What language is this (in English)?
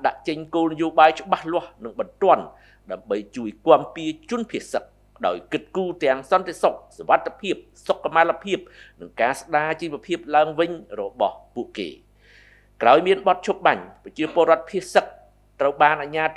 Khmer